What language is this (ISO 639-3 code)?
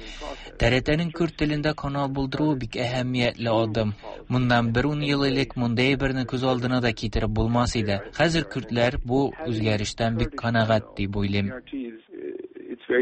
tat